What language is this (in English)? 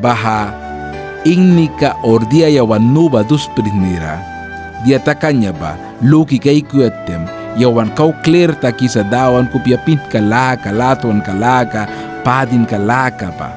Mískito